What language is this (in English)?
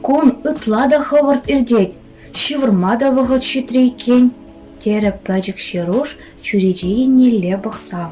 Chuvash